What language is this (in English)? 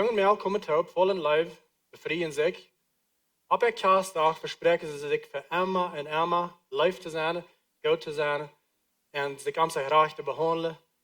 Plautdietsch